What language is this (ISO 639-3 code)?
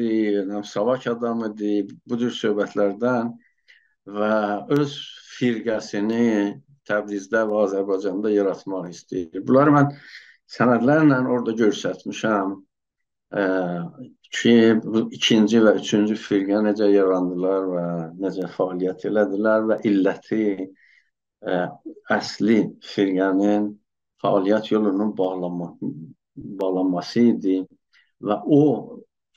azb